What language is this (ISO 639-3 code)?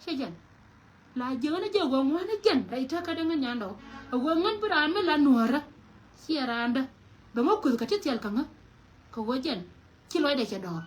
nus